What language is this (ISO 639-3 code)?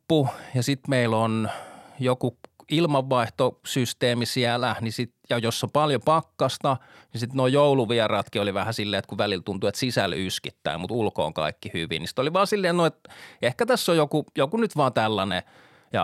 fin